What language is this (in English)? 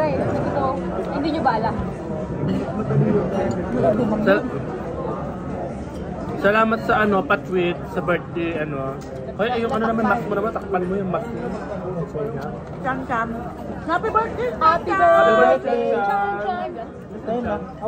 Filipino